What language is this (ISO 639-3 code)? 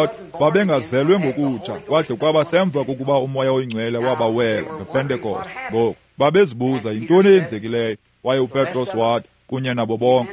xho